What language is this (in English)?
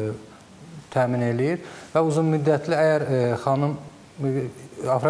Azerbaijani